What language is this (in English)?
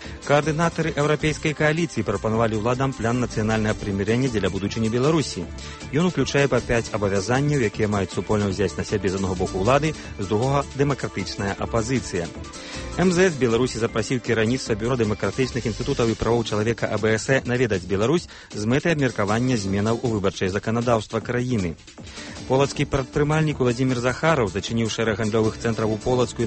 Belarusian